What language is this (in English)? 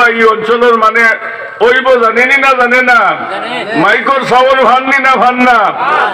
Sylheti